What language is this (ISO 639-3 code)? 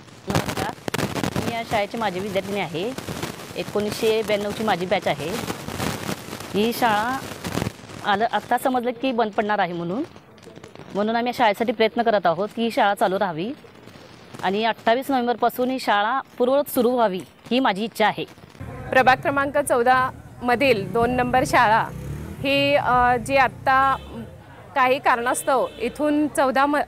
mar